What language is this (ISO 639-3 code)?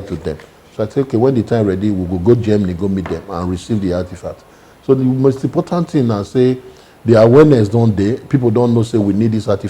pcm